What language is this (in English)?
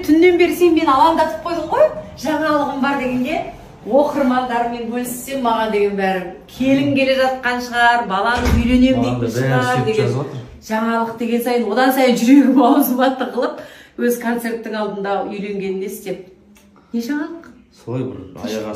Kazakh